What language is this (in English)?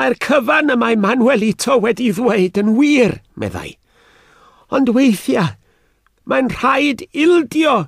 Welsh